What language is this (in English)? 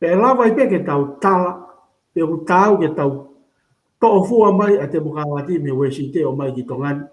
Tongan